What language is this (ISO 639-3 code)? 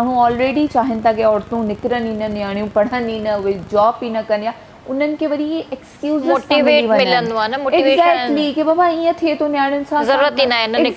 snd